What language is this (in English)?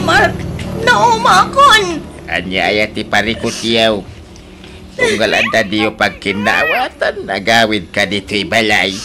Iloko